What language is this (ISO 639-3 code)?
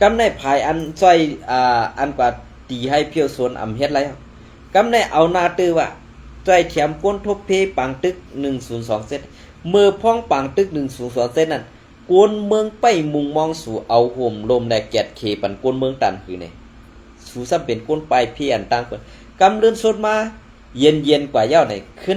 shn